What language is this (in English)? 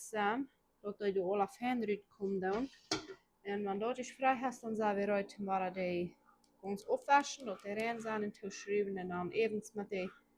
Plautdietsch